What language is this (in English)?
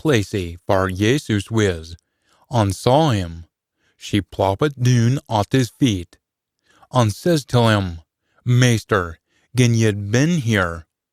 Scots